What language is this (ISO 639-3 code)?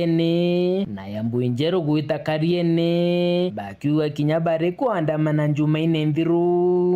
mer